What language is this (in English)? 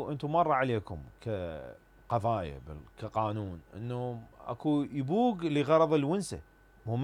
Mesopotamian Arabic